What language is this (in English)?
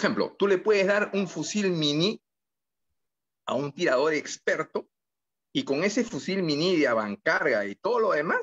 Spanish